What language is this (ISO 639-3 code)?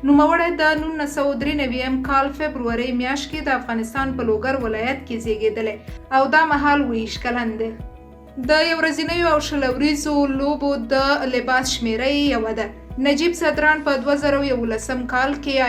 pus